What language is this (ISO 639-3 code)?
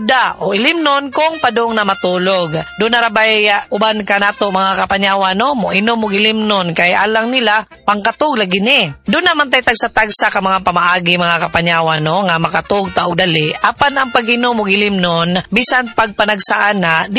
ceb